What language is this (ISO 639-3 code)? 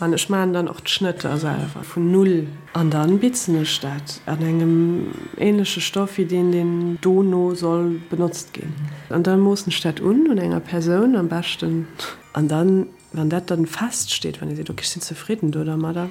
ltz